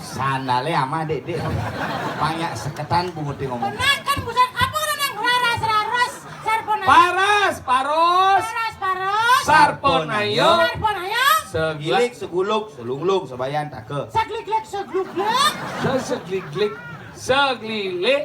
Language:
Balinese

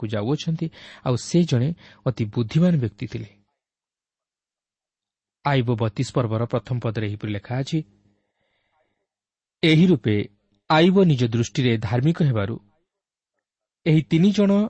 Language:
Odia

